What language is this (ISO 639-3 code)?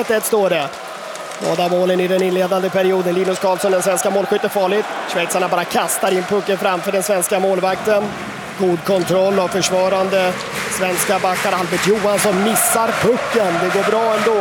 swe